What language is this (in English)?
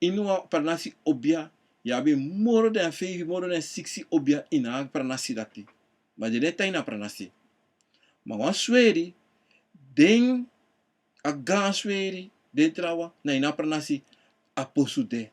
Sranan Tongo